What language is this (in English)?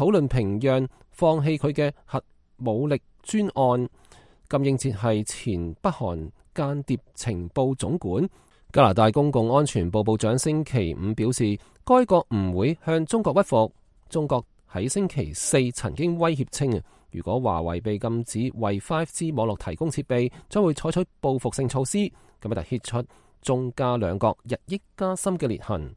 Cantonese